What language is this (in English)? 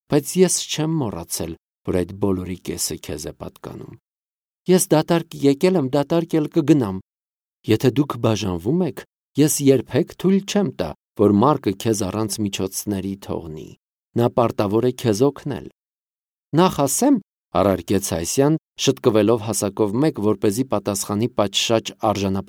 Armenian